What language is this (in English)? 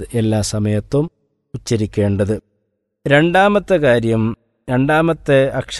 Malayalam